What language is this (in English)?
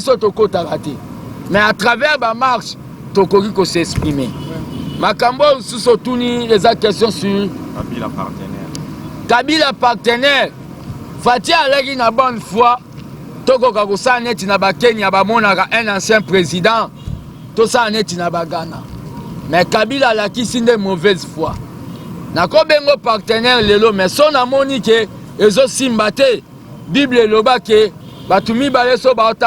Lingala